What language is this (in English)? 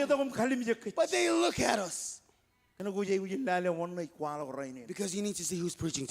Marshallese